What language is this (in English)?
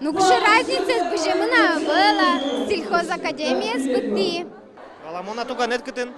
Udmurt